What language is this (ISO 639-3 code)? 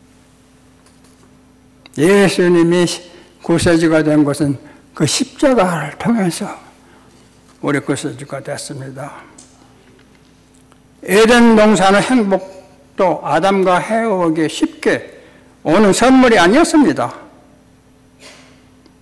kor